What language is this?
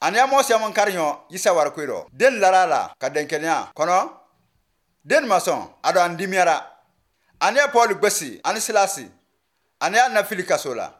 Bambara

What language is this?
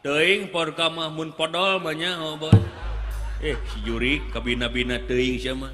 Sundanese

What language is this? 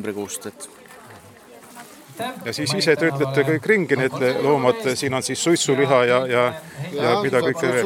Estonian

